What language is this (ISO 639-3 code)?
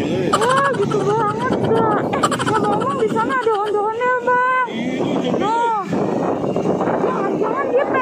bew